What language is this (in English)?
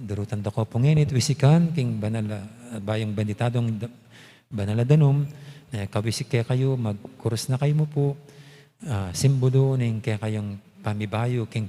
Pampanga